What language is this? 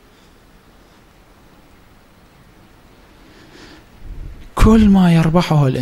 Arabic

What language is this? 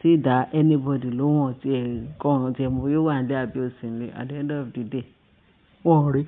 Yoruba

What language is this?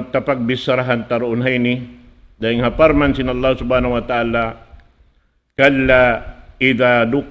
Tausug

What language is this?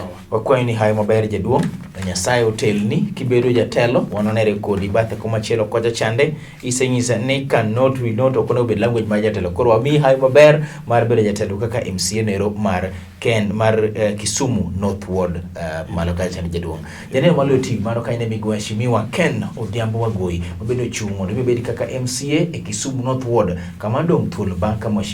Luo (Kenya and Tanzania)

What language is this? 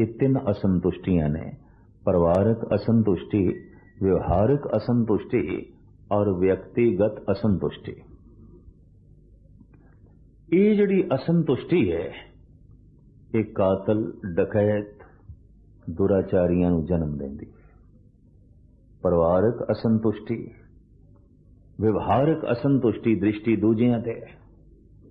Punjabi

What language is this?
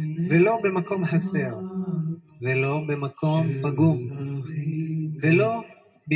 Hebrew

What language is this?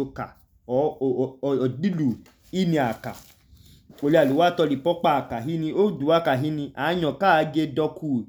Idoma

